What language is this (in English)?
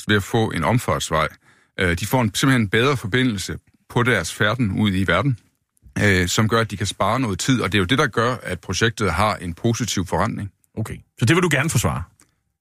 Danish